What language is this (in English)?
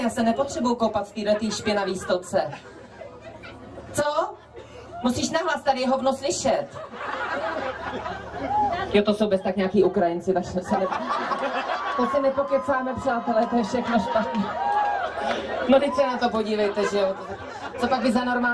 Czech